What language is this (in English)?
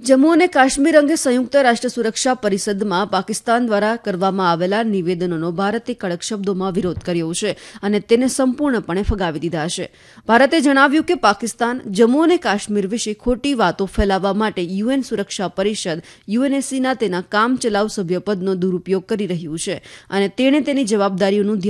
Gujarati